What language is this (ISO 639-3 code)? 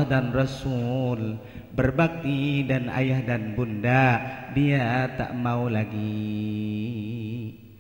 bjn